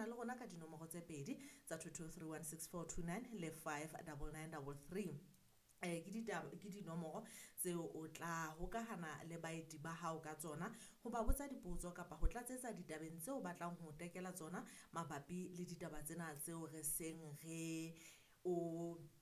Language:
Southern Sotho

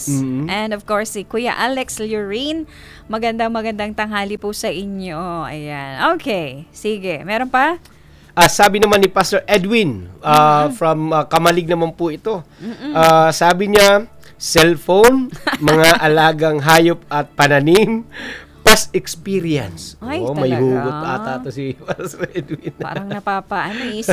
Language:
Filipino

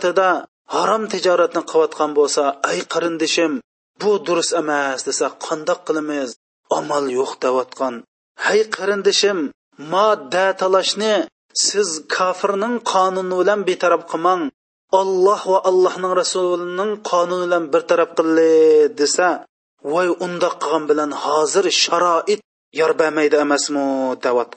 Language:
Uyghur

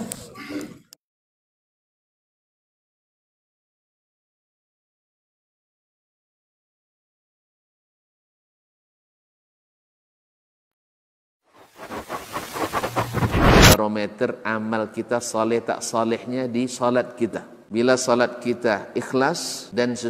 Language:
Malay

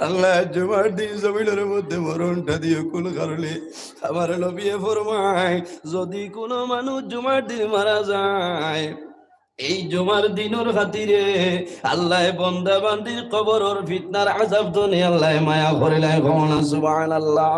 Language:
Sylheti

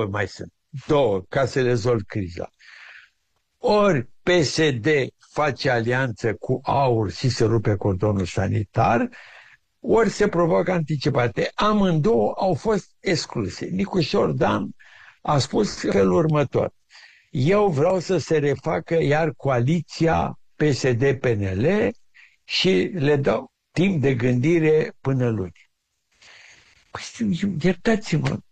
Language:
Romanian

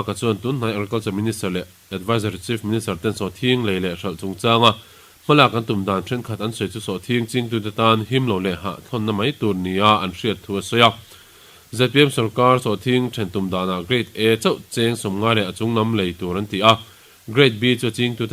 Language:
Mizo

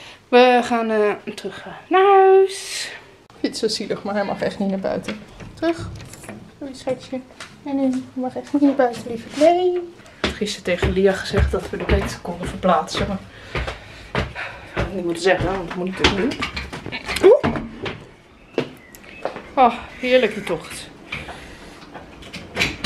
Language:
Dutch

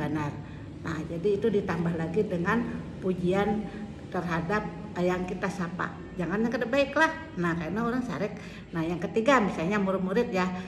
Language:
Banjar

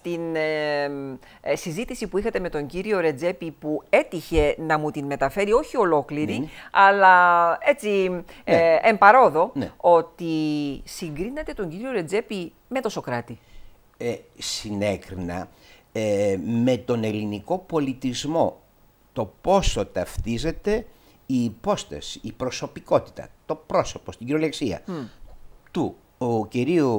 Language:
Greek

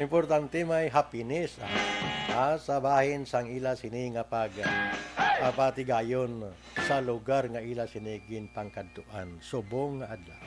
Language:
Hiligaynon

